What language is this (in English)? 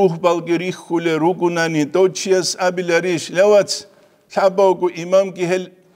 Avaric